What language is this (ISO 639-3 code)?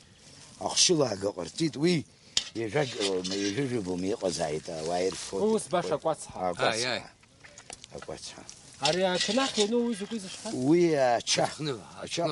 abk